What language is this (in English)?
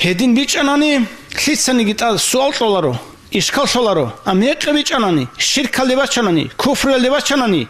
Avaric